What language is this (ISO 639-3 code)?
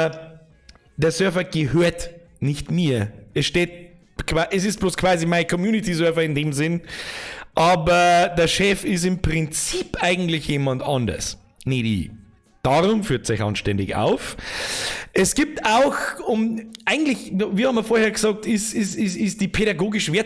bar